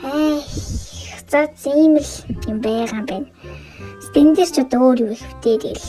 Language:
Mongolian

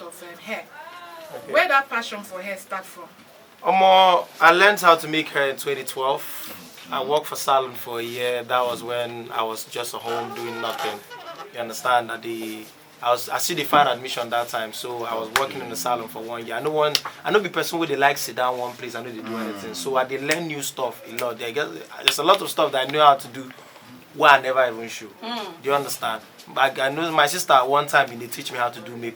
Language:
Nigerian Pidgin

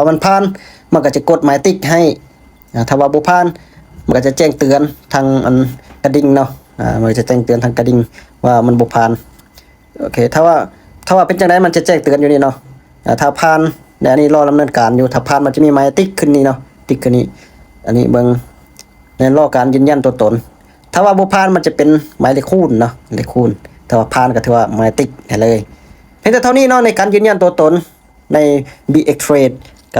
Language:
Lao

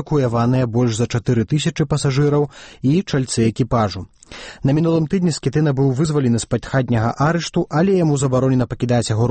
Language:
Belarusian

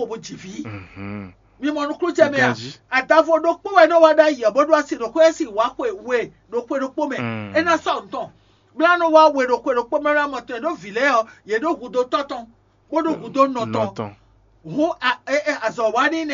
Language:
Fon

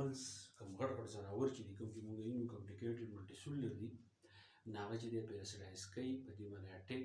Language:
Pashto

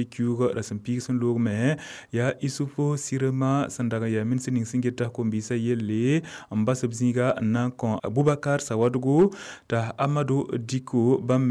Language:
Mossi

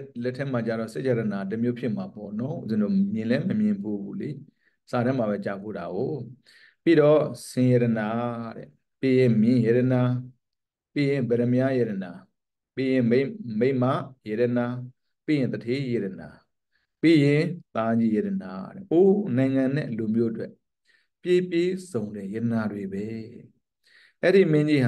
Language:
Burmese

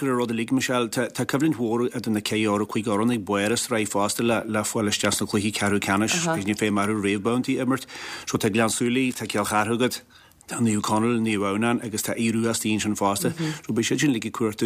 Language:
Irish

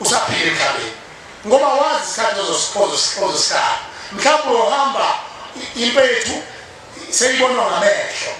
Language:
Zulu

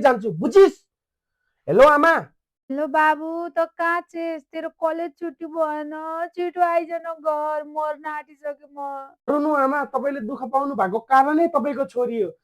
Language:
Nepali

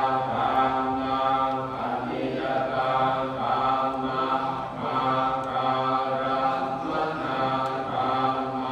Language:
Pali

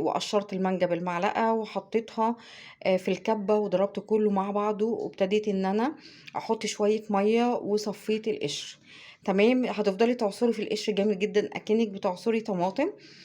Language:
Egyptian Arabic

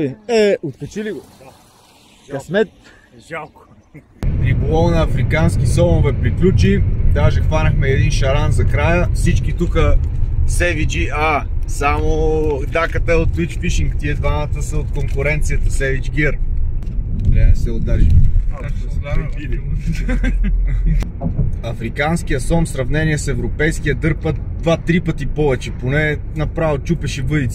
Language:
Bulgarian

